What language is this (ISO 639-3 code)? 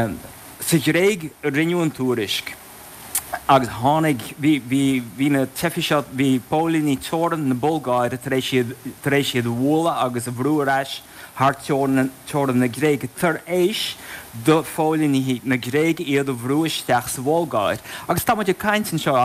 gle